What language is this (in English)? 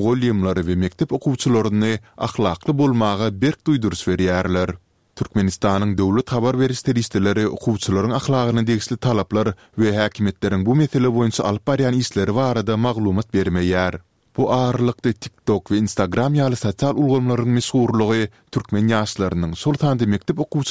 Turkmen